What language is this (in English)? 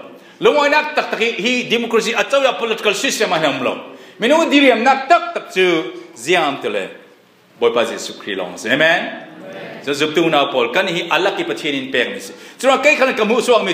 Falam Chin